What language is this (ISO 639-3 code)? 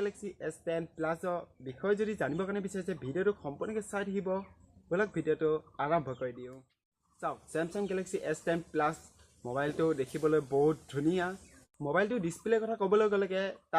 asm